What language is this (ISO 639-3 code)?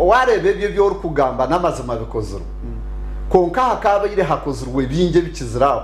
nyn